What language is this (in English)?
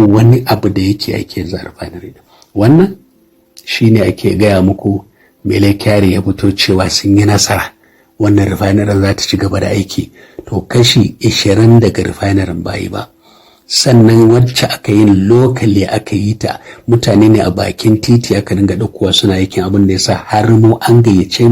Hausa